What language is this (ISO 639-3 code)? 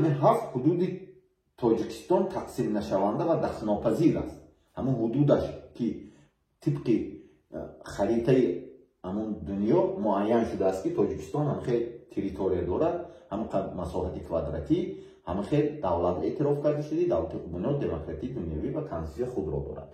tgk